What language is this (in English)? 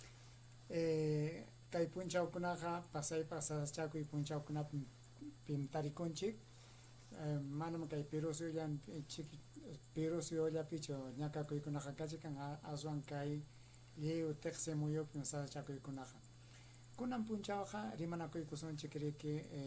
Ayacucho Quechua